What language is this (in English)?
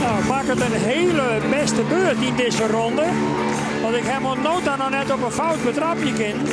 Western Frisian